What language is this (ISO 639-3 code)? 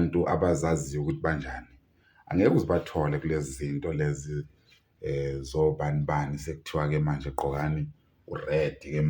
zul